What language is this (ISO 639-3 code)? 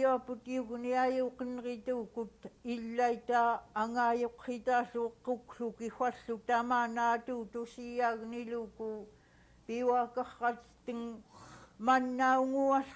esu